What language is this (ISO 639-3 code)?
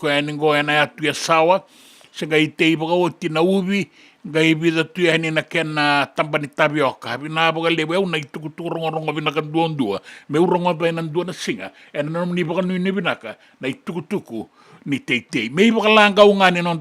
fij